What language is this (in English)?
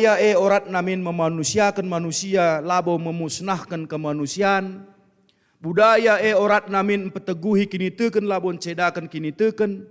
Batak Karo